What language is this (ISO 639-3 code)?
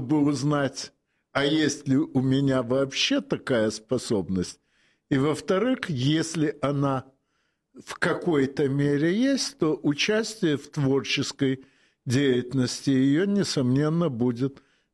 rus